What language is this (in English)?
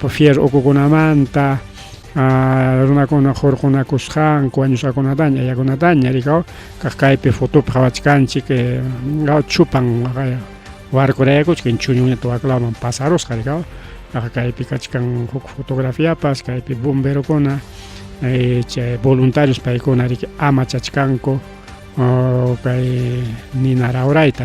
Ayacucho Quechua